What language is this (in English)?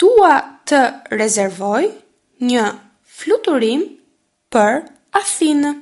Albanian